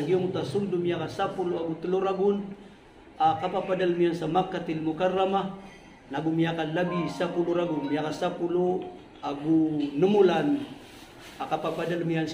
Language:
Maranao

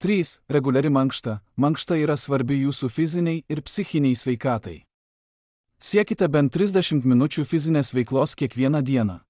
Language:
Lithuanian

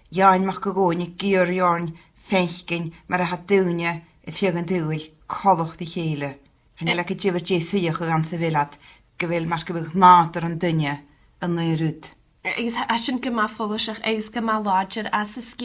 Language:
Scottish Gaelic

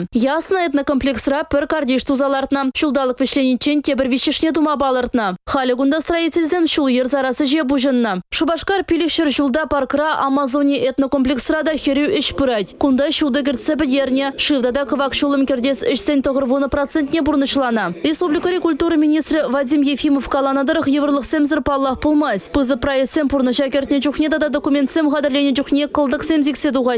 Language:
Chuvash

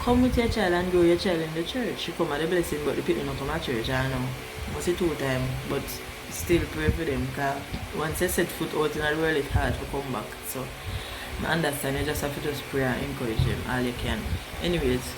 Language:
Jamaican Creole English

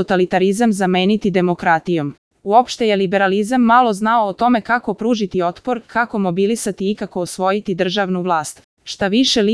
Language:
Serbian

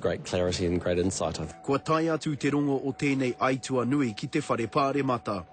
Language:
Māori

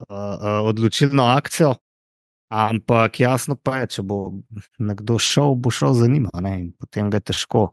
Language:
Slovenian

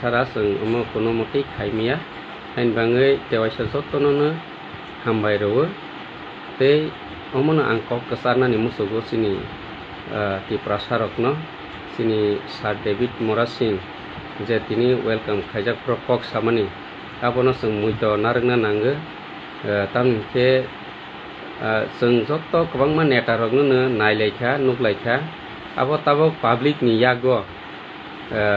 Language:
Kok Borok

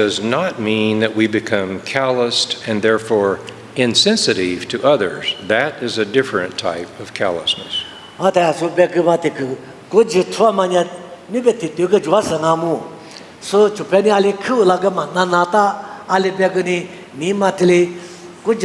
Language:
Lisu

